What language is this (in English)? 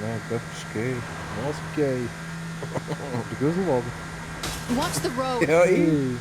Swiss German